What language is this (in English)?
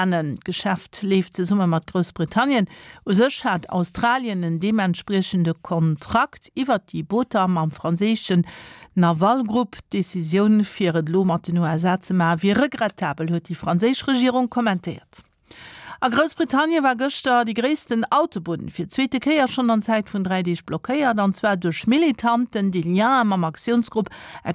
Luxembourgish